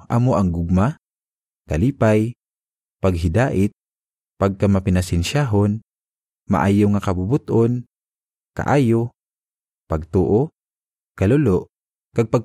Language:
Hiligaynon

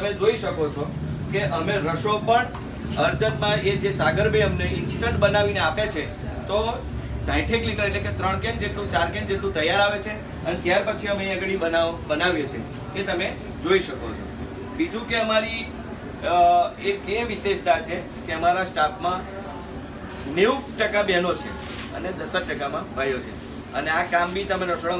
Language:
Gujarati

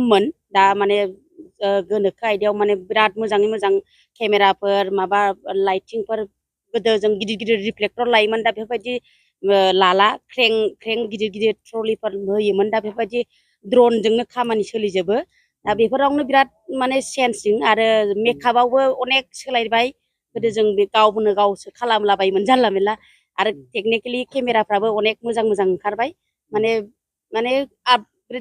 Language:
Bodo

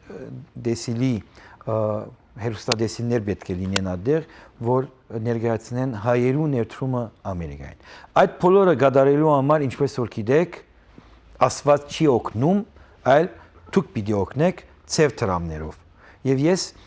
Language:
Western Armenian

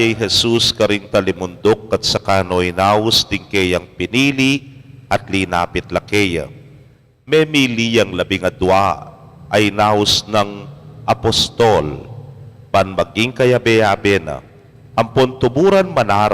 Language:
Pampanga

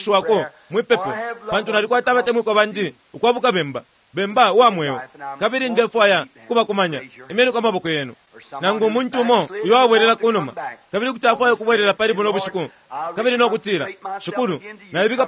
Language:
Bemba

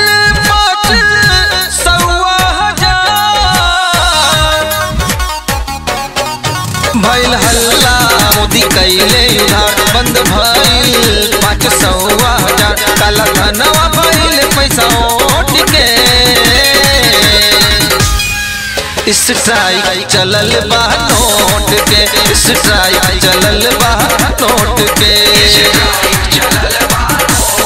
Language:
Bhojpuri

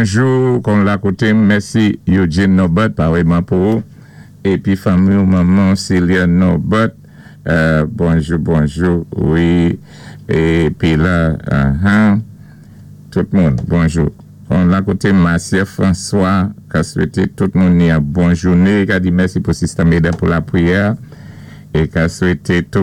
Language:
Saint Lucian Creole French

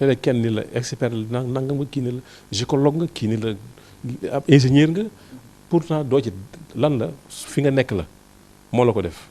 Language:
Wolof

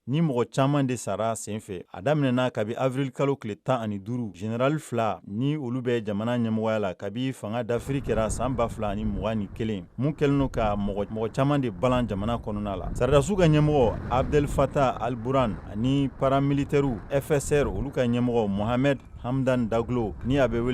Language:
Bambara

